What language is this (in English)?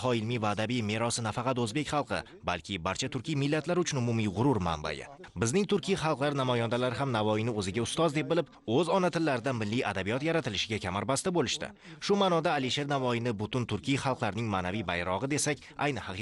Uzbek